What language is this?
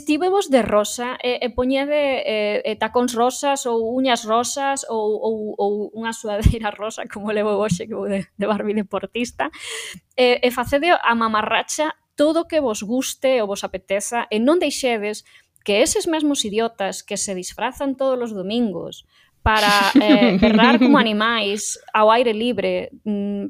Galician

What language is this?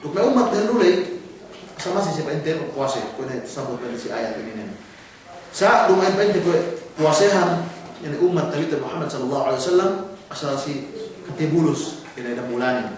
Yakan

